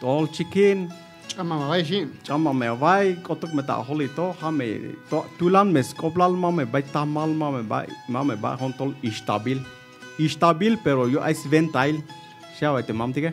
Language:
Tzeltal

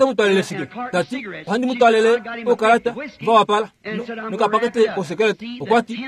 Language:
Kuanyama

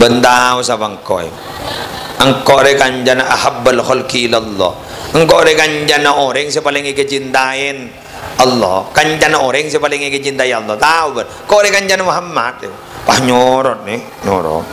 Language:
Madurese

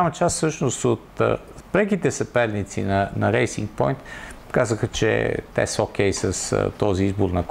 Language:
Bulgarian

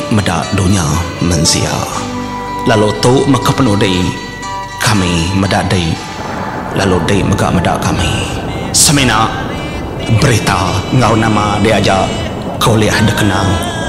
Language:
Iban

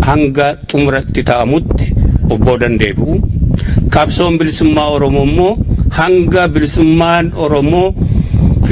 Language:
Oromo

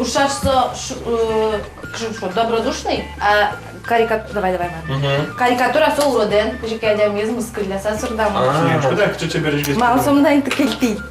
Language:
Udmurt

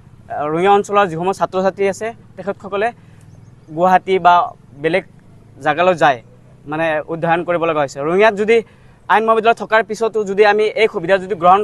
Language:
Assamese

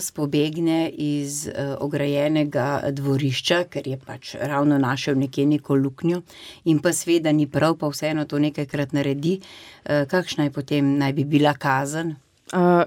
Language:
Slovenian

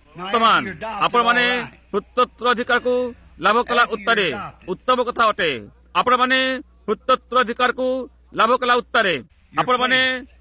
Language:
Odia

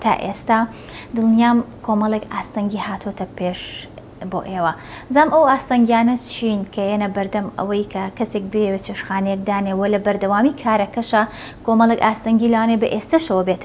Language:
Central Kurdish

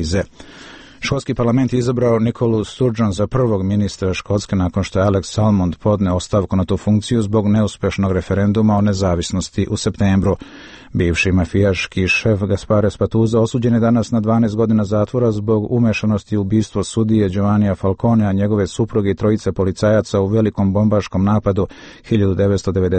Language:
Serbian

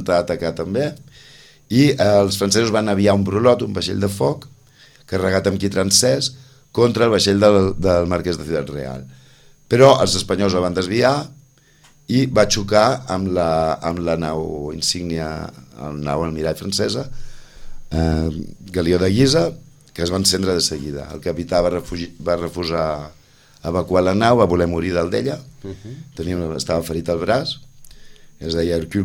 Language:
Catalan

